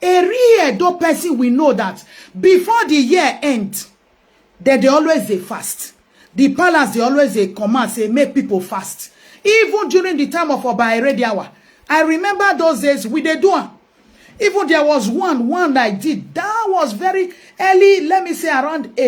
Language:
Nigerian Pidgin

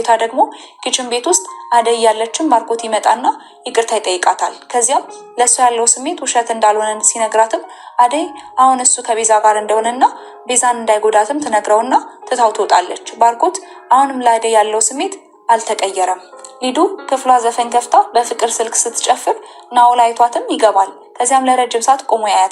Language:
Amharic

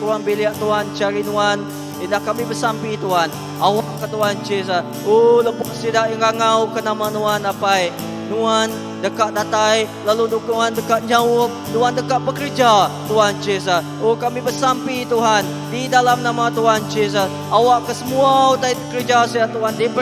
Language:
Iban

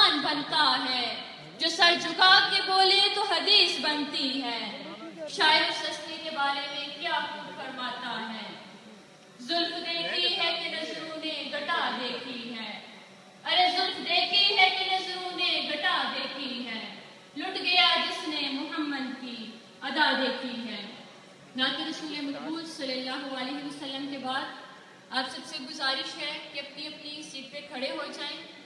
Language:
Urdu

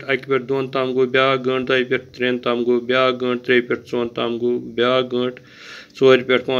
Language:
Kashmiri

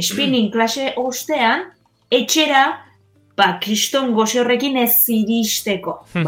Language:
Basque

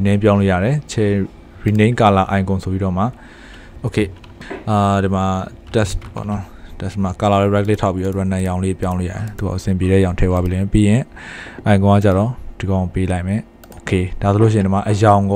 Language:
Burmese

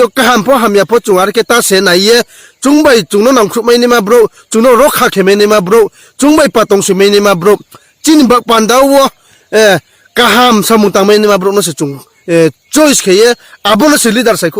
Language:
Riang (India)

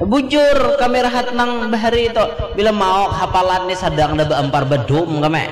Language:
Banjar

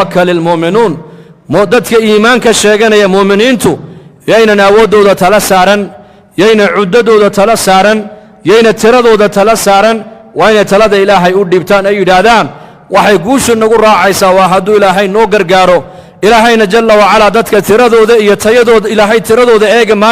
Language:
Somali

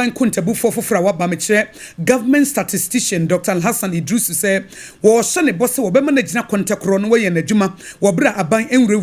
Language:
Akan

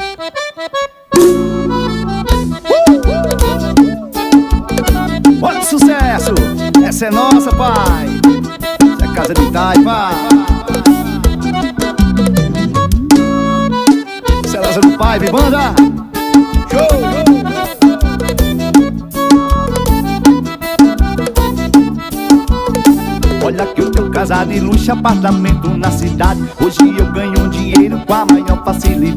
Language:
Portuguese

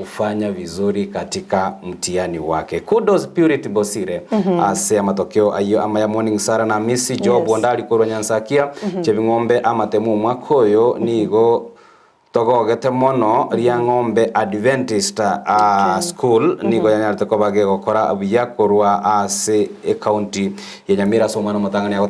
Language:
Gusii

